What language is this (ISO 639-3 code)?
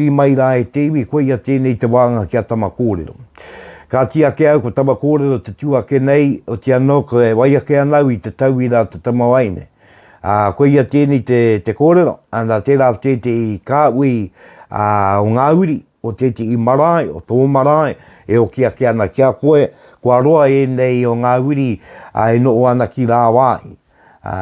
mri